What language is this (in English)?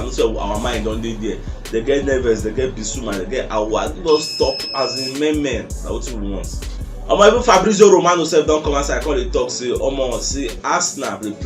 Nigerian Pidgin